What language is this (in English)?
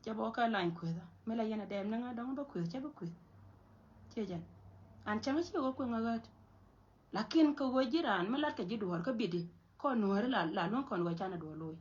Nuer